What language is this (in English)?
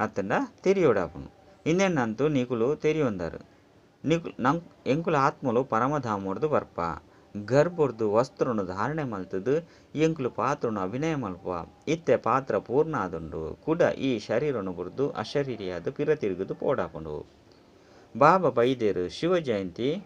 Tulu